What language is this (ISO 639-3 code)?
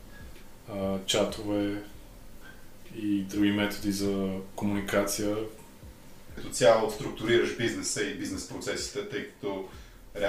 bul